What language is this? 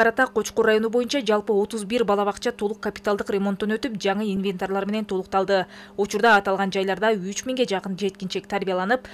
Kyrgyz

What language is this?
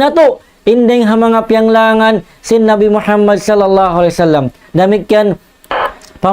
Tausug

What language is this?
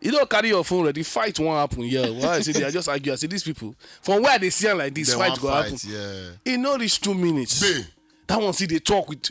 Nigerian Pidgin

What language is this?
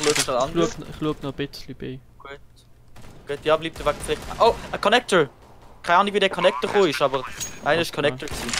Swiss German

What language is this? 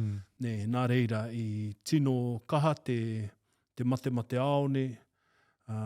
Māori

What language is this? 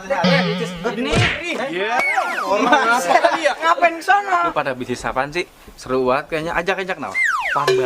Betawi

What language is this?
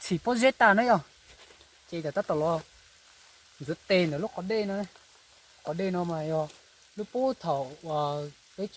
Hmong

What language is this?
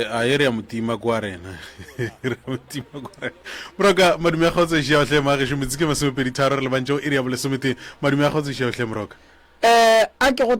Northern Sotho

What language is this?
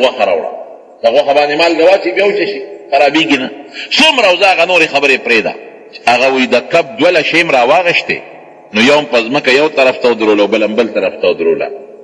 Pashto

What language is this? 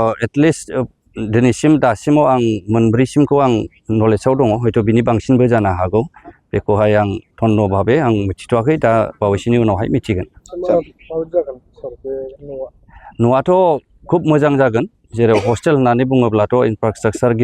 Bodo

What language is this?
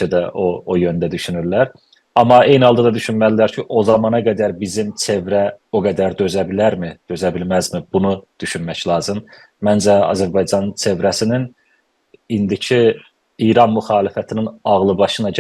South Azerbaijani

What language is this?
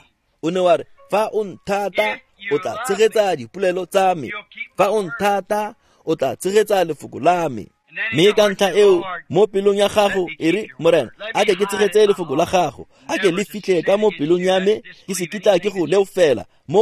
Tswana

